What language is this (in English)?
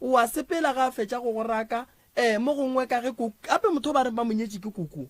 Northern Sotho